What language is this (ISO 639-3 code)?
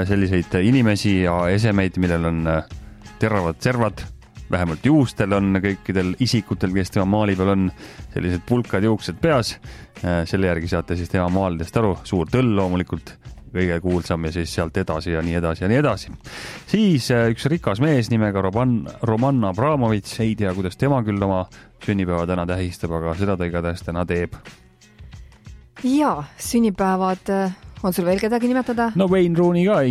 est